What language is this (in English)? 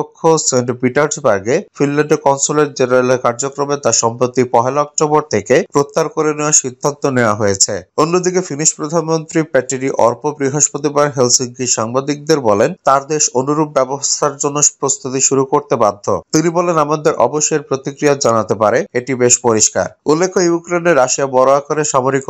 Bangla